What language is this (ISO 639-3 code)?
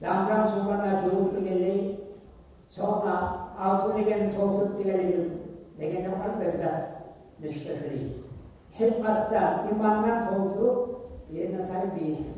kum